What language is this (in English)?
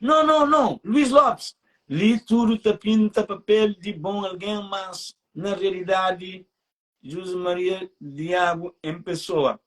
Kabuverdianu